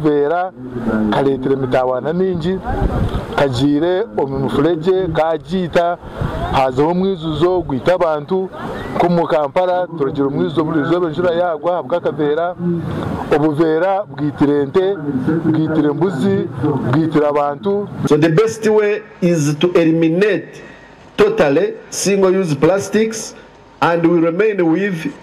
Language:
Nyankole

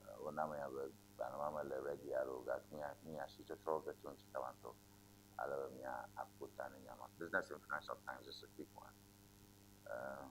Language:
Ewe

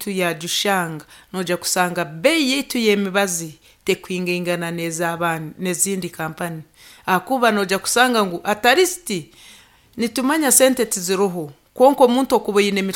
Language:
Nyankole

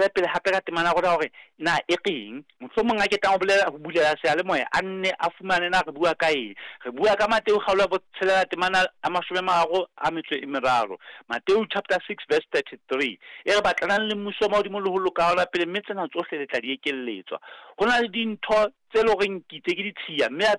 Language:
Southern Sotho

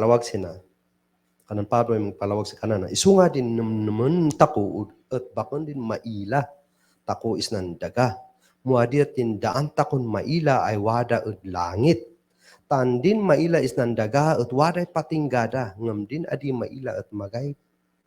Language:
Kankanaey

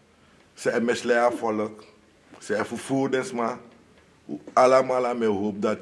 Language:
Sranan Tongo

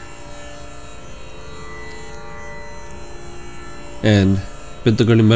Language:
Tamil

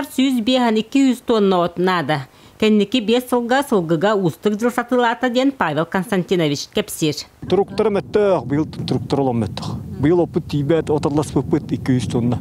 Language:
Yakut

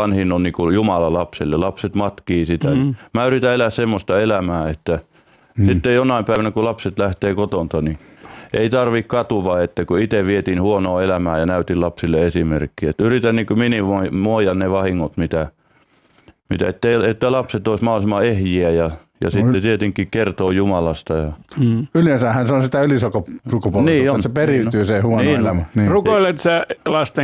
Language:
Finnish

